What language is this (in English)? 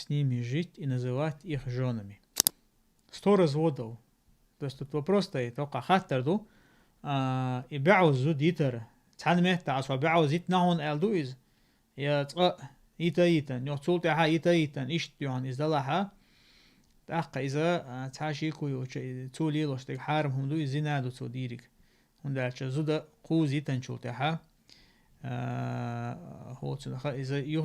Chechen